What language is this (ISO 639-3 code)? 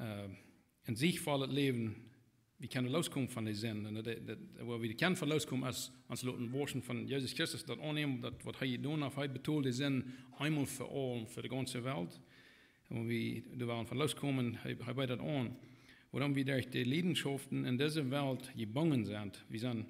pdt